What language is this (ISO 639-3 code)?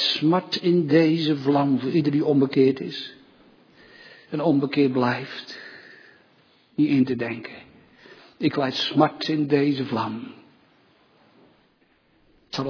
nld